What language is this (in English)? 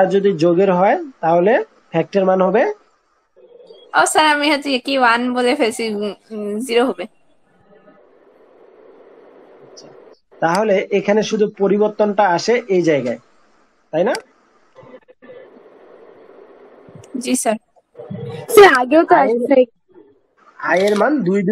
Bangla